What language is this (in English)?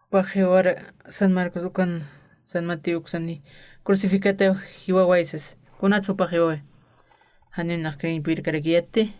Aymara